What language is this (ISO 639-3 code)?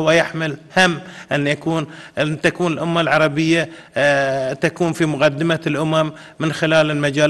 ara